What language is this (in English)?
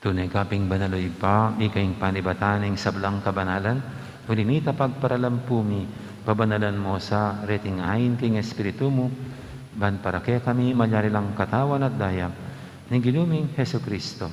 Pampanga